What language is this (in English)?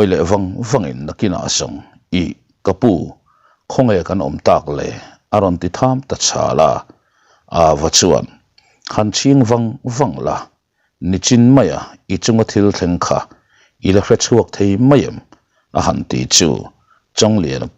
Mizo